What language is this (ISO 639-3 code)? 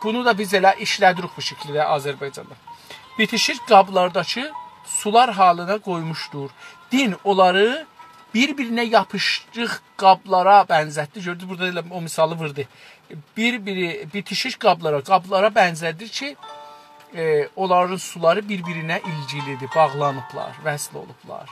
azb